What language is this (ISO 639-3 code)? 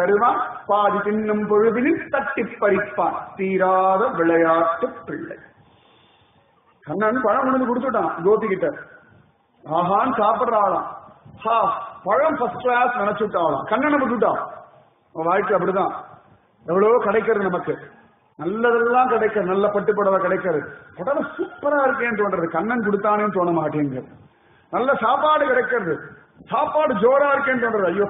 tam